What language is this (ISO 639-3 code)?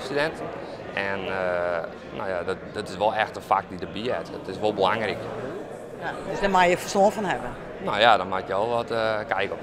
fry